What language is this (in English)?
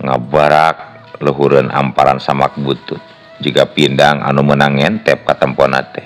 Sundanese